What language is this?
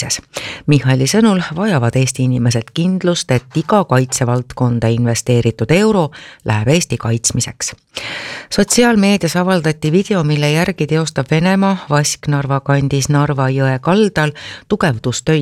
Estonian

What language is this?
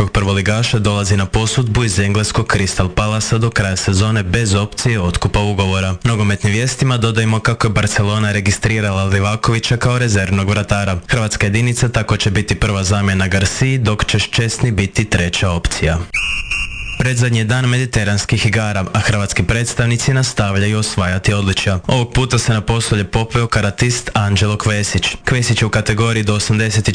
Croatian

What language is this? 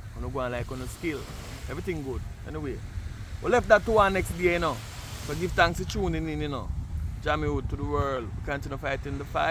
Jamaican Creole English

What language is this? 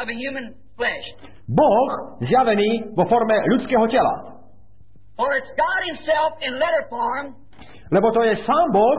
Slovak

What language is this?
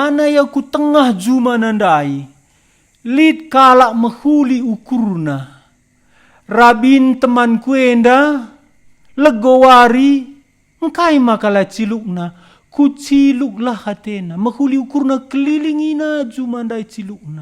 Batak Karo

